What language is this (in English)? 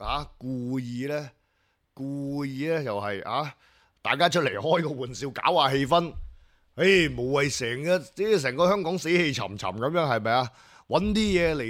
Cantonese